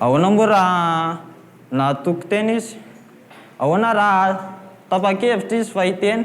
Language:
Malagasy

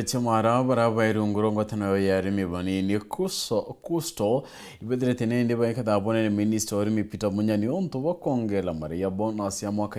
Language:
Meru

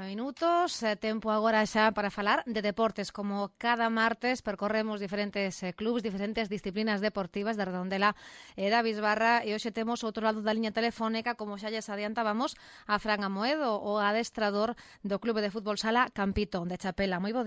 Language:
Galician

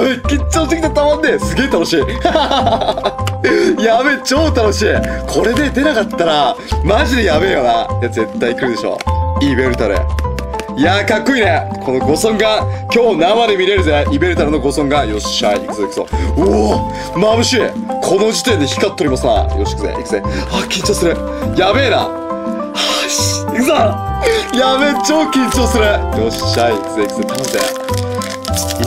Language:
Japanese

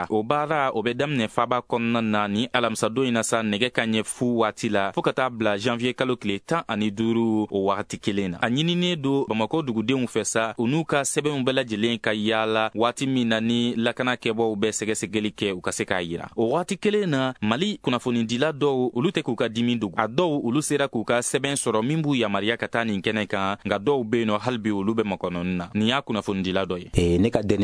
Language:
Bambara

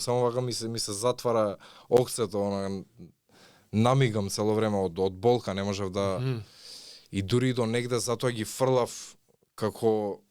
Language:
Macedonian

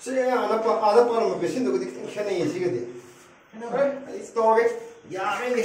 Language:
Manipuri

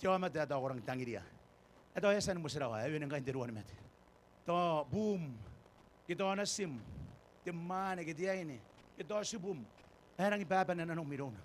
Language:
Gilbertese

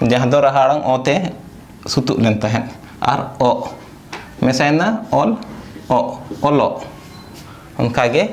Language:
Santali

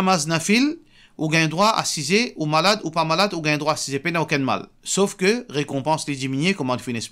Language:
Morisyen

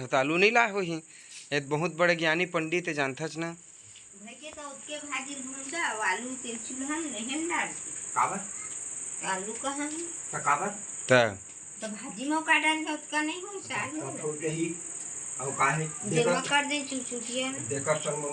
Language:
Chhattisgarhi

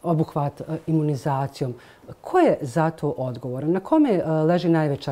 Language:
Bosnian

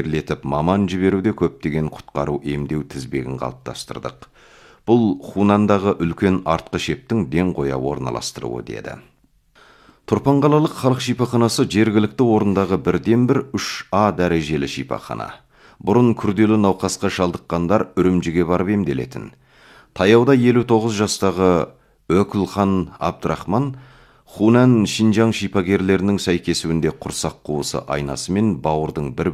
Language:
Kazakh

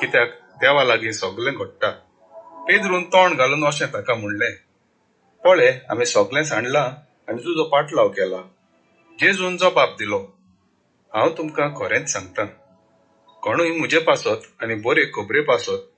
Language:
Konkani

